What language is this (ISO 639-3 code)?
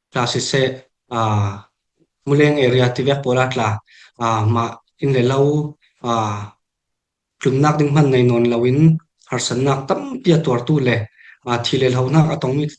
cfm